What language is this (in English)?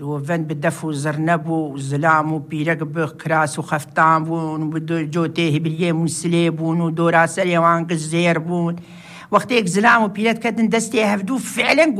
Kurdish